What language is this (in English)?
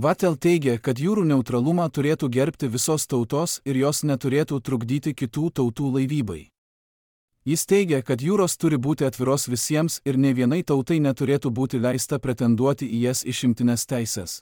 Lithuanian